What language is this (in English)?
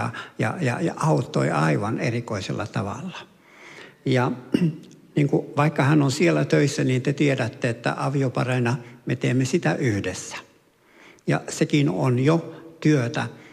Finnish